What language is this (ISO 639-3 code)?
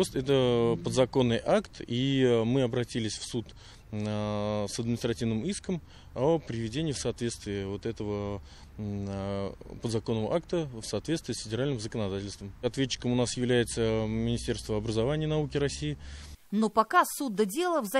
rus